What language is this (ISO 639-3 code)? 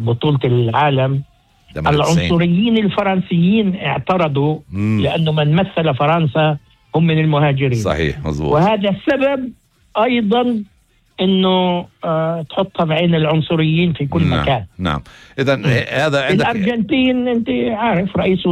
apc